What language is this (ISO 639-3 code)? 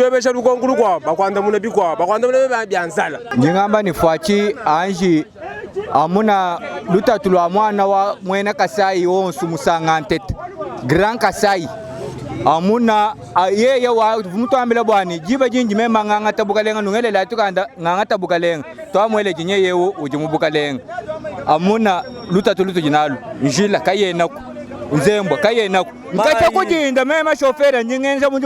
lua